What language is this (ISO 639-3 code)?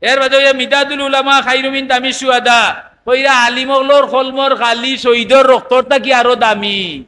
syl